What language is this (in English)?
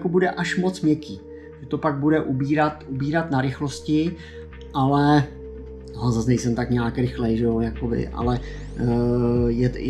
Czech